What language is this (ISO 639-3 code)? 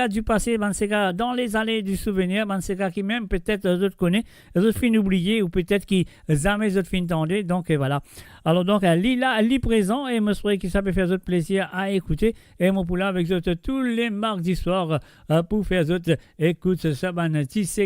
mfe